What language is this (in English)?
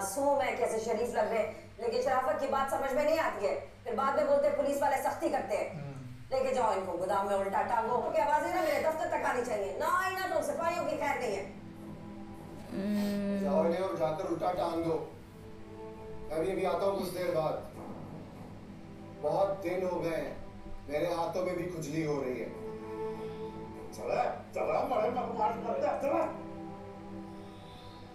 Hindi